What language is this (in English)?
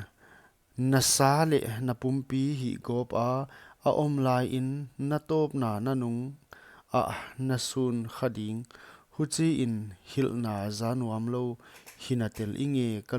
Paite Chin